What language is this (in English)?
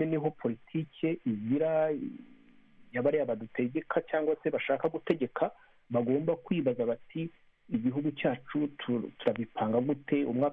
Kinyarwanda